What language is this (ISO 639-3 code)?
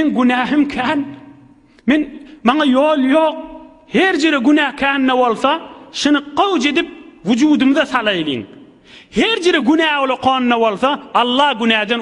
tuk